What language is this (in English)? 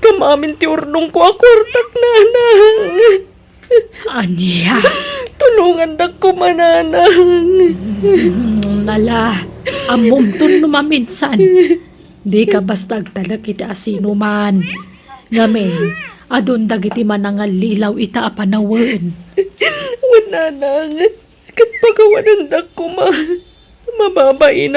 Iloko